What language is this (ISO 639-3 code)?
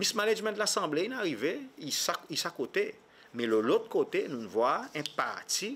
crs